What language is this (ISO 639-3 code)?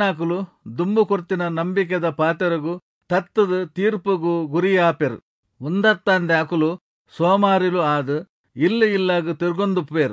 tcy